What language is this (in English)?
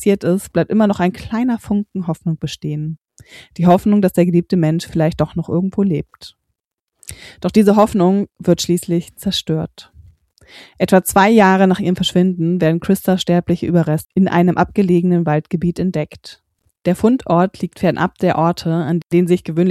German